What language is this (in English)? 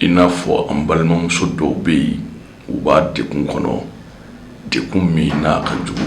Bambara